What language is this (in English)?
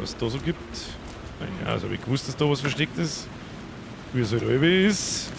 Bavarian